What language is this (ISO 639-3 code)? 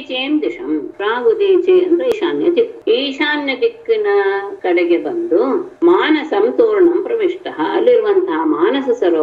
kan